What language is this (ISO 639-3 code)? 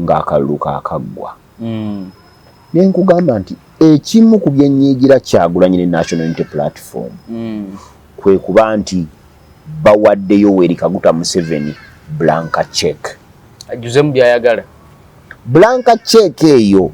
lug